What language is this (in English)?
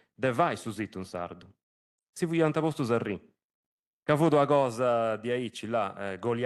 Sardinian